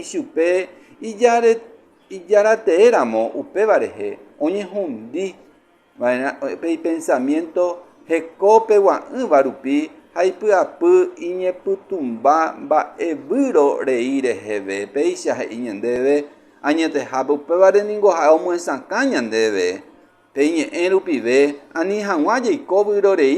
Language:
Guarani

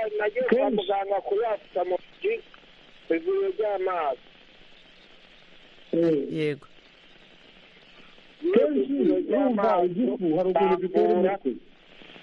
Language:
Kinyarwanda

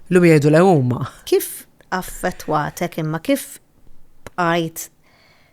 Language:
Maltese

